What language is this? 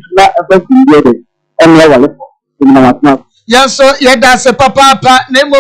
Akan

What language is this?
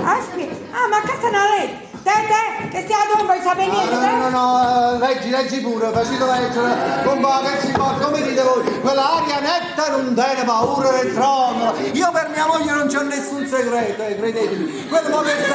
Neapolitan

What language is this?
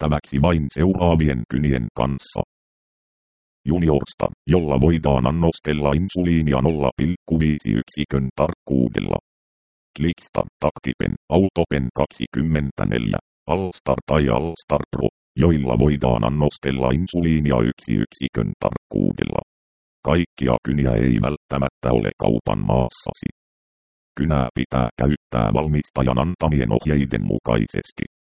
Finnish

